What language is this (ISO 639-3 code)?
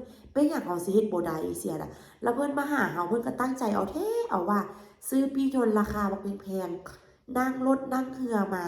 lao